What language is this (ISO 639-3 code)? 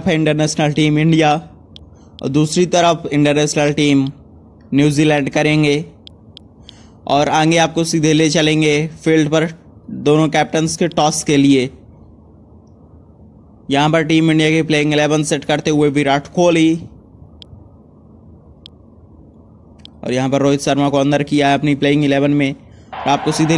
hin